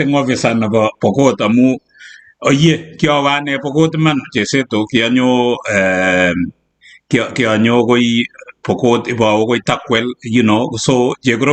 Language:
Kalenjin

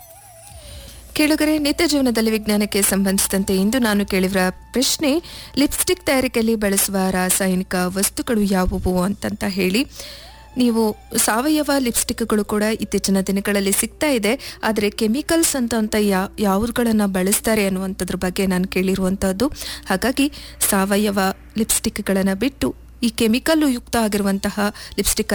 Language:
Kannada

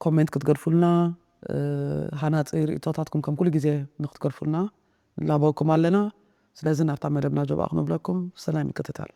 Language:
Tigrinya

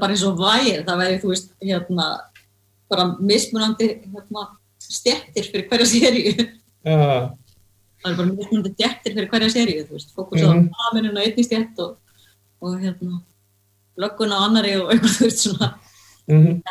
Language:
Icelandic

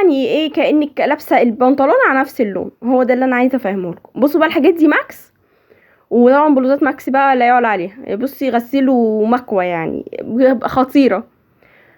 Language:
Egyptian Arabic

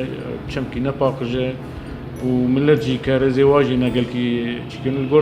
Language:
Kurdish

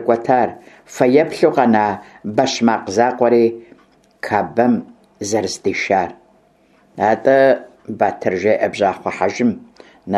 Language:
Kabardian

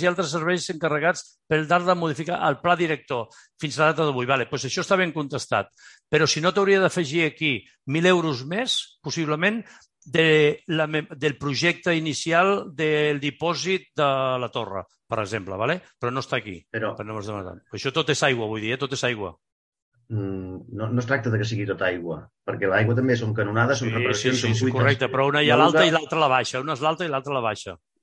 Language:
Catalan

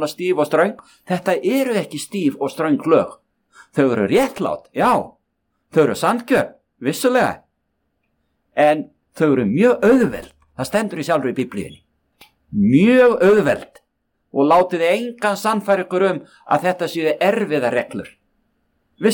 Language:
Icelandic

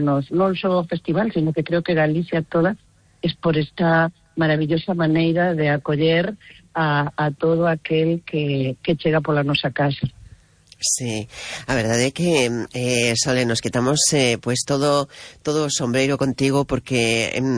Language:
Galician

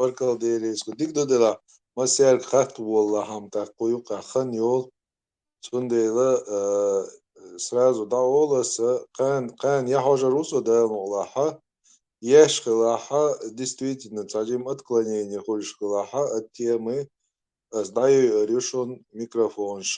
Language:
Chechen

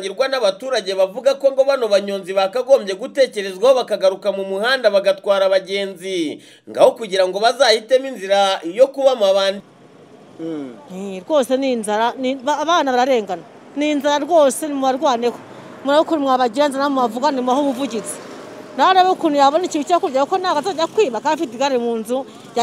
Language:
Kinyarwanda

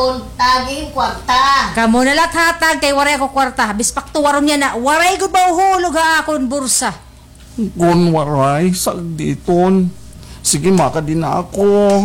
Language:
Waray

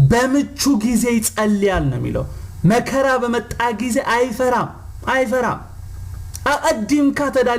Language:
Tigrinya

